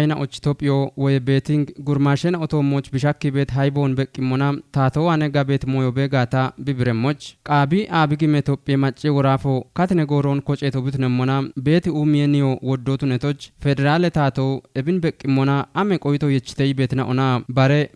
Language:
Kafa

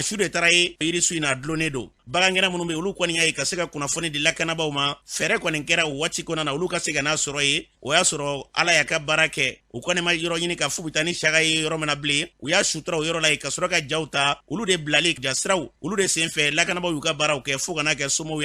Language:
Bambara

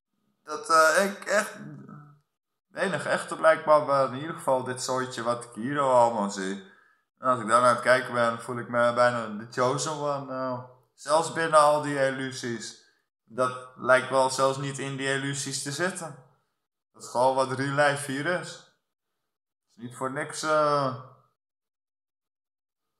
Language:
Dutch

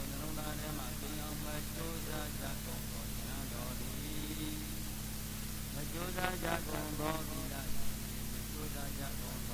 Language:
Burmese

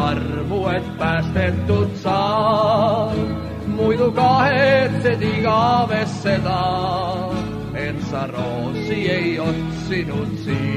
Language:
Estonian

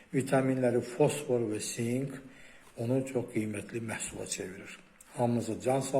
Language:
Azerbaijani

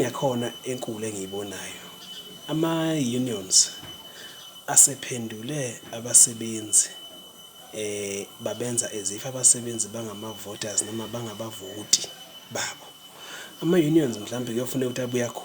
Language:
Zulu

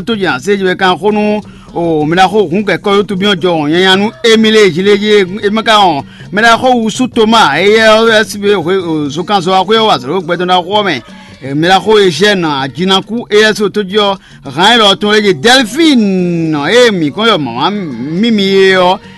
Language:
Fon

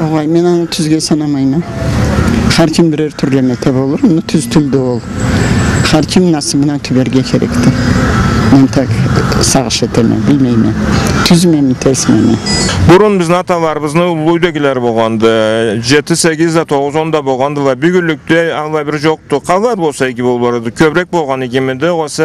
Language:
Karachay-Balkar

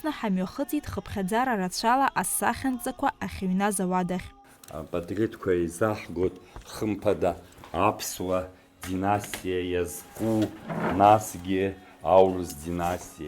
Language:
Abkhazian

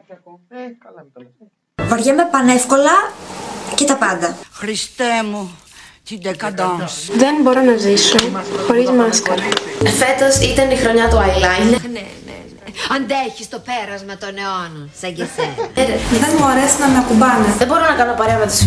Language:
Greek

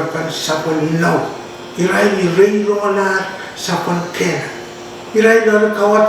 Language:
Pohnpeian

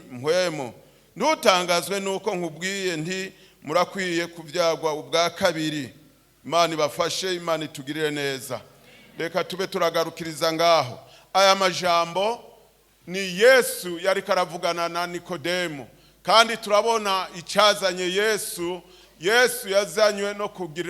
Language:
Rundi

